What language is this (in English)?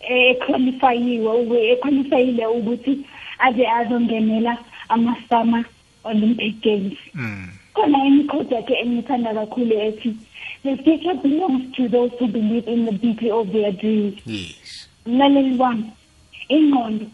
South Ndebele